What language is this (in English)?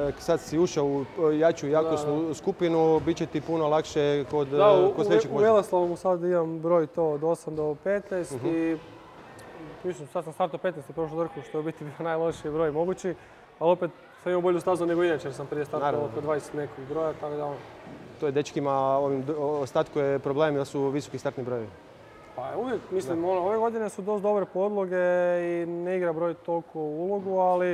Croatian